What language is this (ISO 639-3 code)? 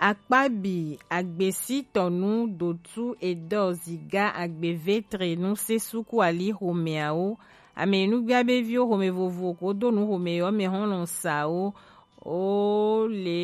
gej